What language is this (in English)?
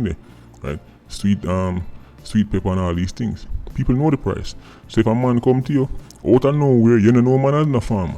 Jamaican Creole English